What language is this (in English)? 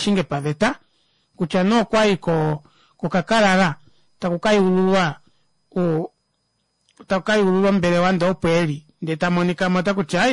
Kuanyama